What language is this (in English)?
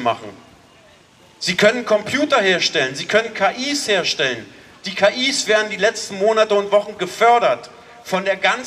German